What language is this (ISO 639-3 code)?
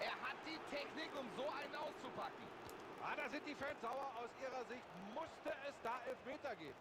bar